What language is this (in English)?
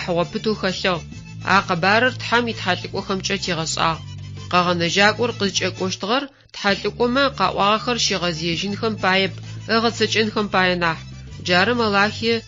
Adyghe